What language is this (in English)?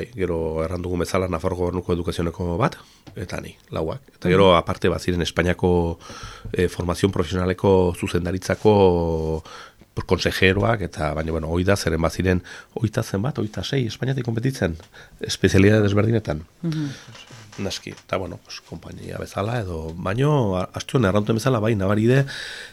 Basque